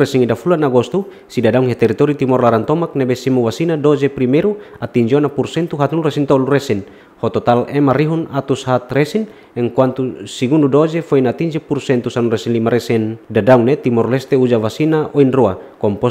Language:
Tetum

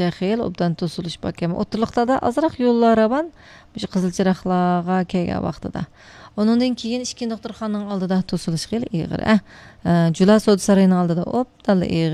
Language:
Uyghur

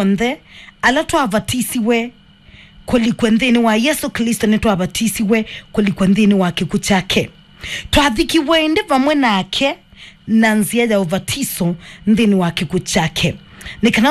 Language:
Kamba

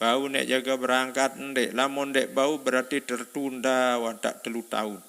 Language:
Sasak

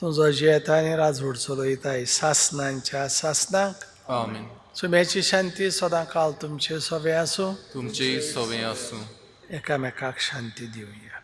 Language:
Konkani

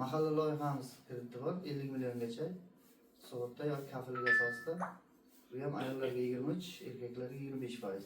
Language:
Uzbek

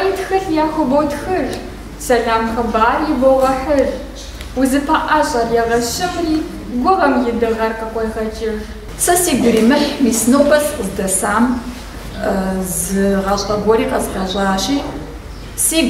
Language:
Kabardian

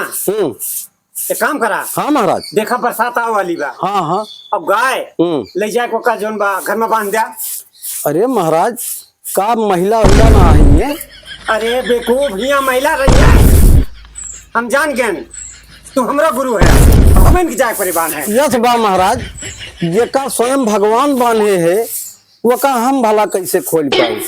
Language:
Awadhi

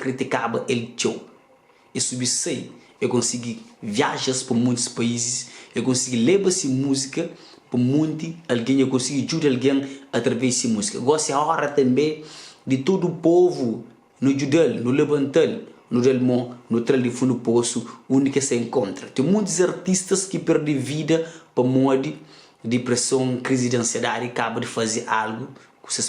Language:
Kabuverdianu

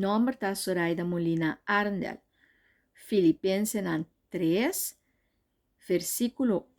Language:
Papiamento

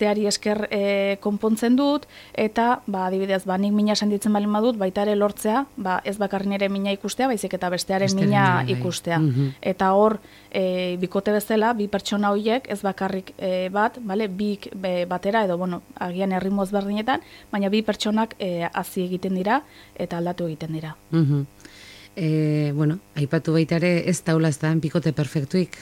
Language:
Basque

